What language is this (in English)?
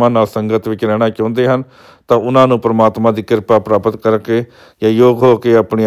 Punjabi